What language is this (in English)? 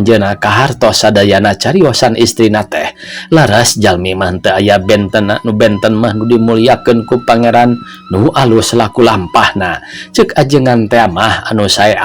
Sundanese